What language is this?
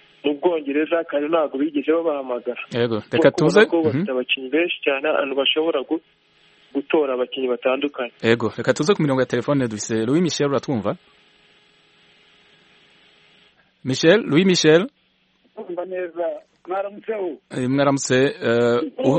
Kinyarwanda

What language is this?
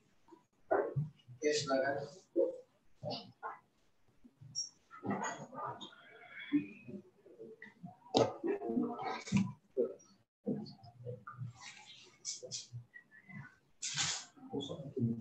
Indonesian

